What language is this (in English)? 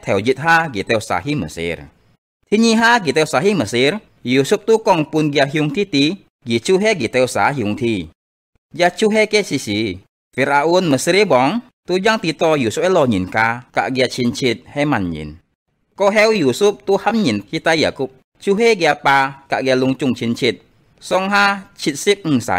Hakka Chinese